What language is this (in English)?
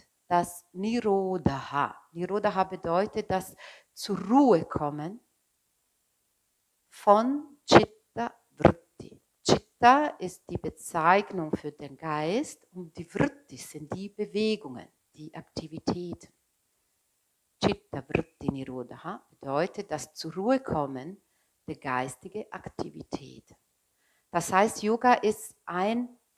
German